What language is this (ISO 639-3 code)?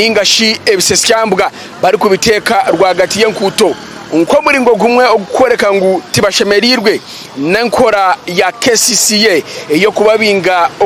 nyn